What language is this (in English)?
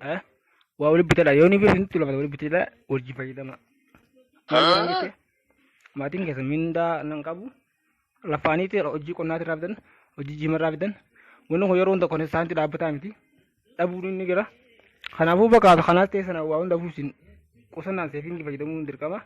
Oromo